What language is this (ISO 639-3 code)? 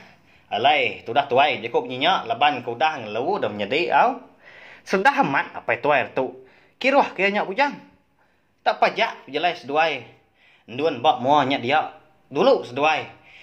iba